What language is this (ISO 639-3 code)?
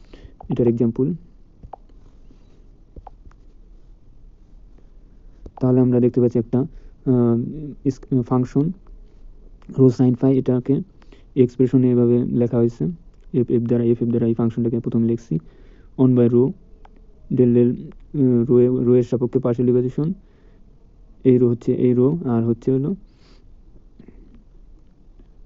ben